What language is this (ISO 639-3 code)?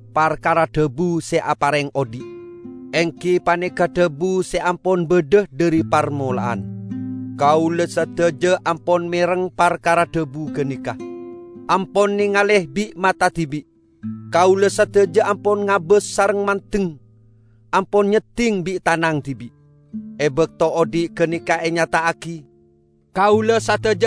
mad